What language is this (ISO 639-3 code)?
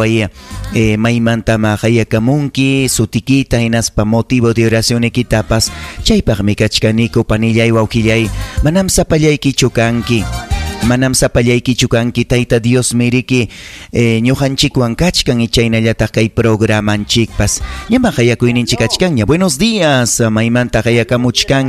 quy